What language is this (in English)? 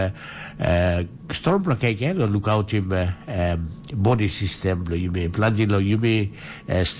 Tok Pisin